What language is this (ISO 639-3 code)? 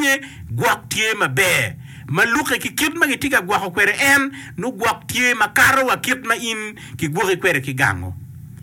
ach